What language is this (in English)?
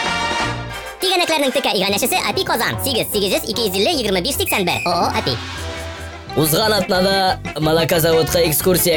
Tatar